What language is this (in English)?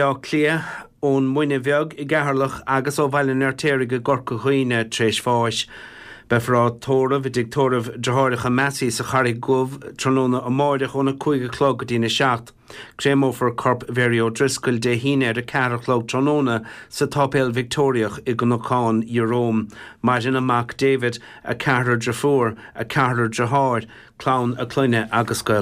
Irish